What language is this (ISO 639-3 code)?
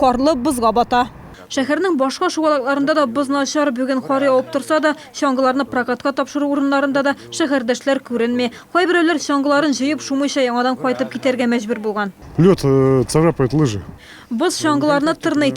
tat